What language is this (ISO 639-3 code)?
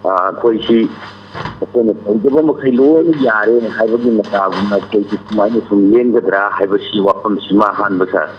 mni